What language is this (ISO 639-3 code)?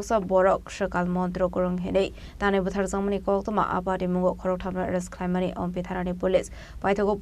trp